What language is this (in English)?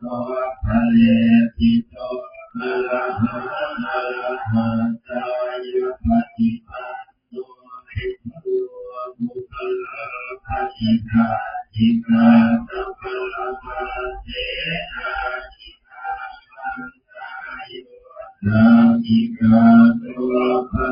Pali